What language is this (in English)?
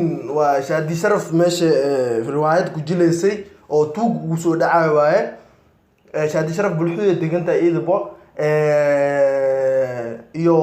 Somali